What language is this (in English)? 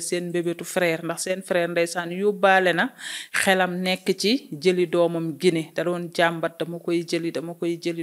Wolof